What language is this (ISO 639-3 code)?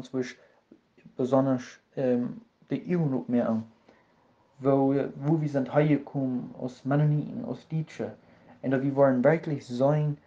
pdt